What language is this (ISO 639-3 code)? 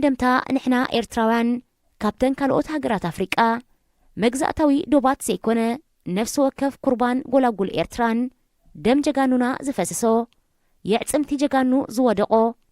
tir